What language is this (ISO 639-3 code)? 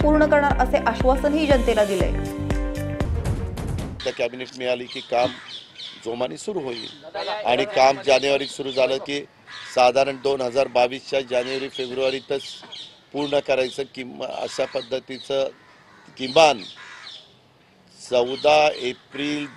mar